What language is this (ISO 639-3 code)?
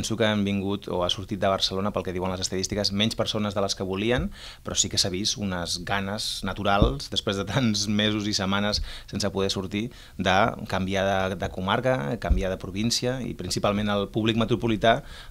cat